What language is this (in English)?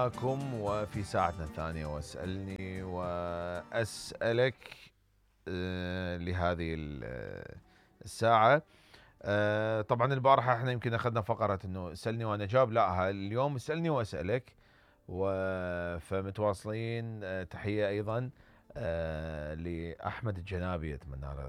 Mesopotamian Arabic